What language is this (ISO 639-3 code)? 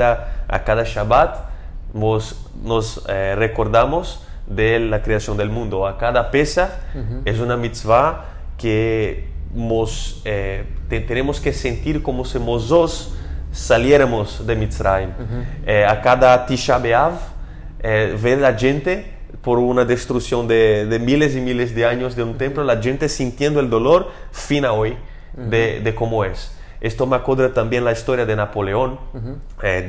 lad